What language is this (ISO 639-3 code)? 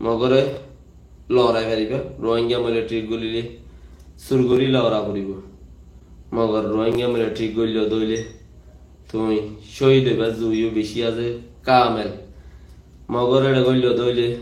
rhg